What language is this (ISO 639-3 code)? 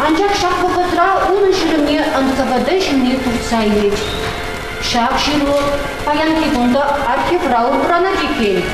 chv